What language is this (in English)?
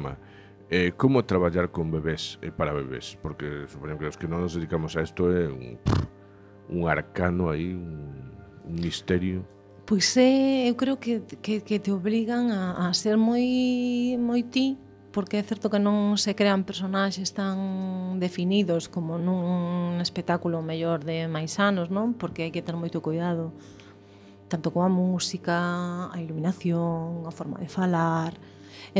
Galician